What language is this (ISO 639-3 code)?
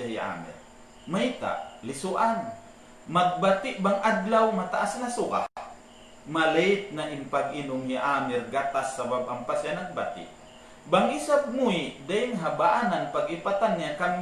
tsg